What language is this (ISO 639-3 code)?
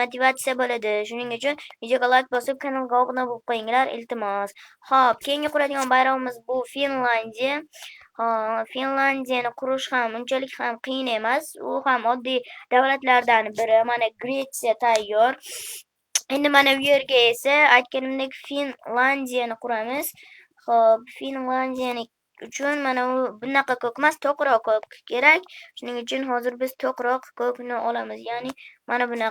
uzb